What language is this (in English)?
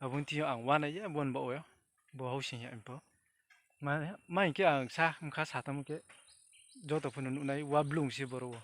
Riang (India)